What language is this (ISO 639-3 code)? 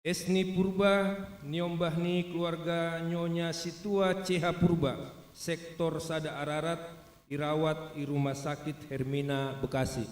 bts